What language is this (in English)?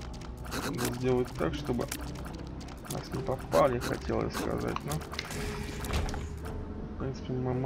Russian